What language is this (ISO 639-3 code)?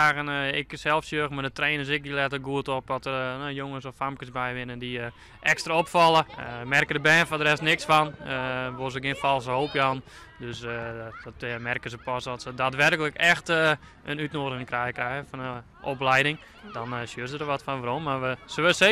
fry